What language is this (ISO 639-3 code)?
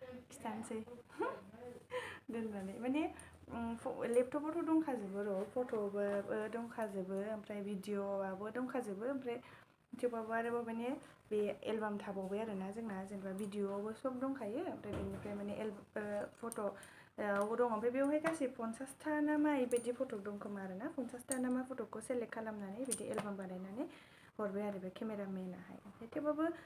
brx